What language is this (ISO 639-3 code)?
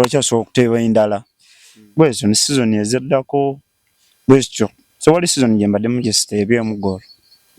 lug